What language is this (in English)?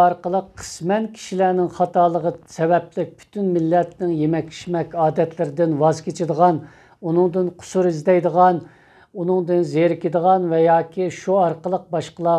Uyghur